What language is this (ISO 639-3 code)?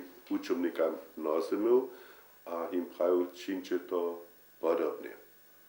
hsb